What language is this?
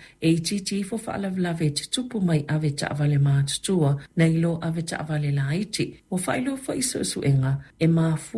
Samoan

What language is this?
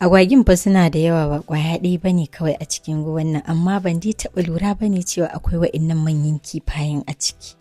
Hausa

